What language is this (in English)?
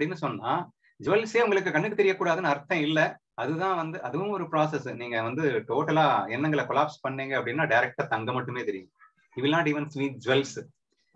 Tamil